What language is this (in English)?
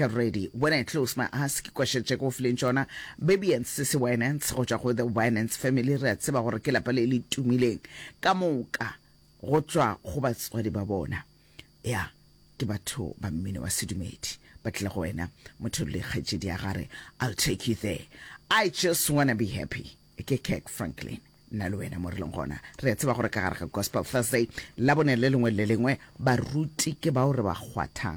Northern Sotho